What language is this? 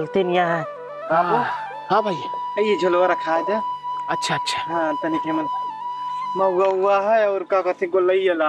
Awadhi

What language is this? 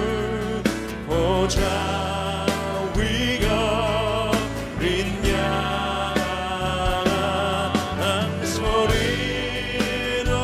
Korean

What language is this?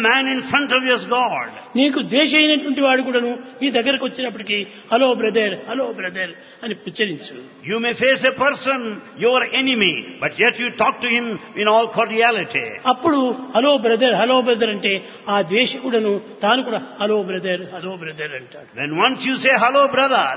Telugu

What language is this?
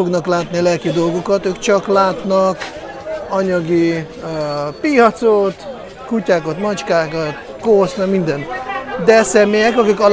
Hungarian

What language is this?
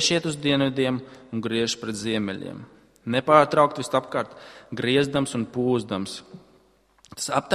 Latvian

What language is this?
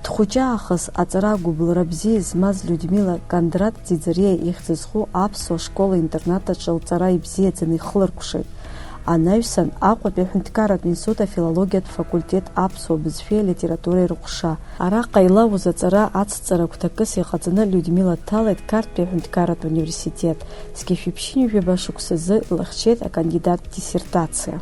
Abkhazian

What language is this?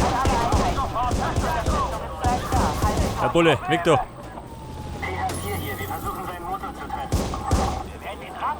Bavarian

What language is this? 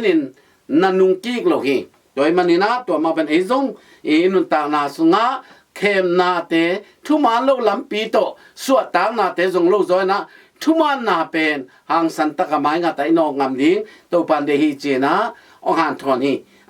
Tedim Chin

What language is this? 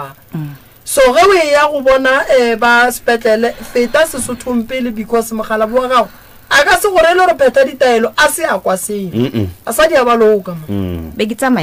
Northern Sotho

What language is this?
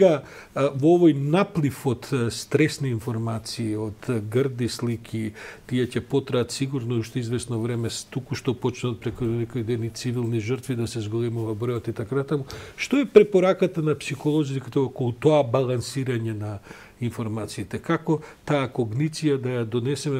Macedonian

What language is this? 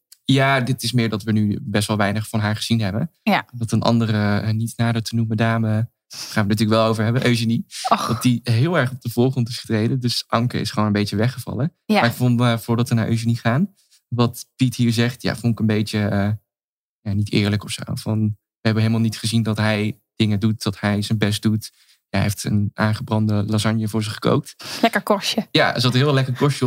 Dutch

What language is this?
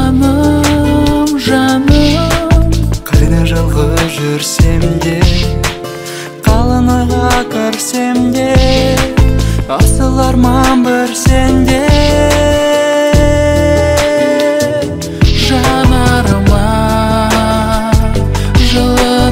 Kazakh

